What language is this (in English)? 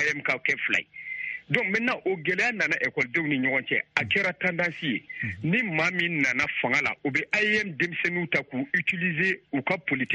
Bambara